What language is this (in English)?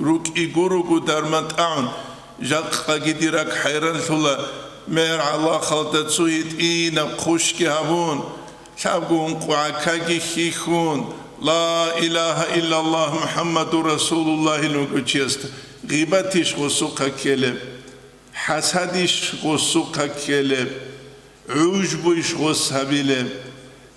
Avaric